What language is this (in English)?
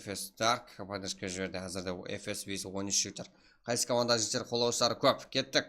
Kara-Kalpak